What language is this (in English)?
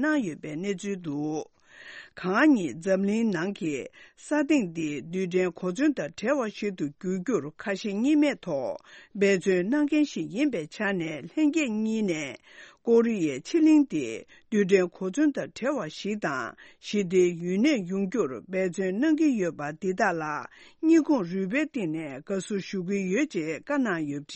Tibetan